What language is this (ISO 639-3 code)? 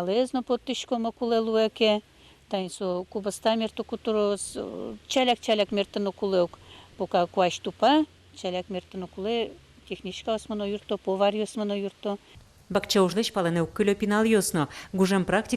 udm